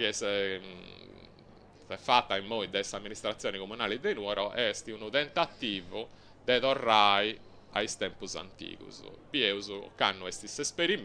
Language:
Sardinian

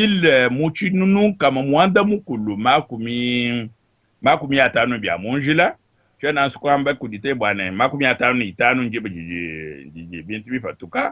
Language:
Luba-Lulua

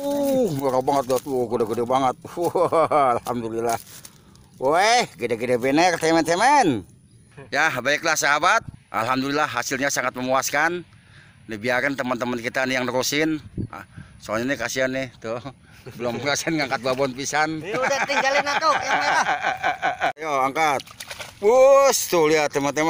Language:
Betawi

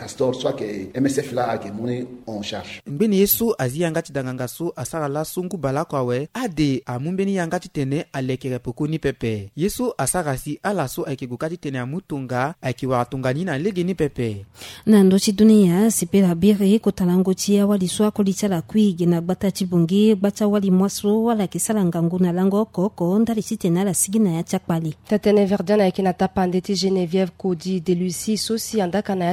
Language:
Sango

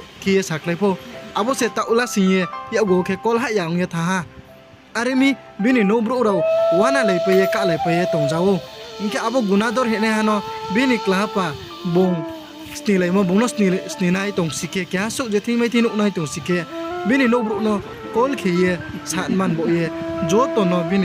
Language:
Riang (India)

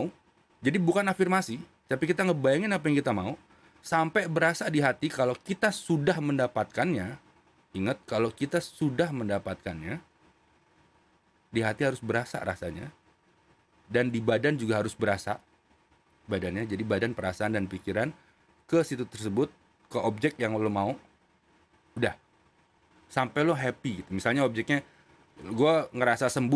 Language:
Indonesian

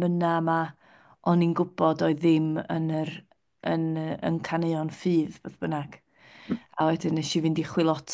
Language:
Welsh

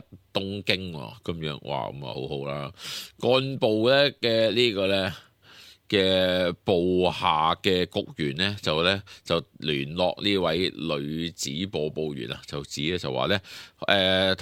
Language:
Cantonese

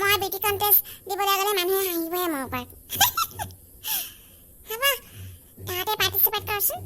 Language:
Assamese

